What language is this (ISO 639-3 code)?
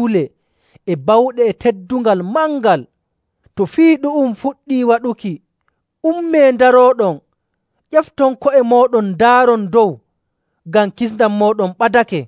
fuv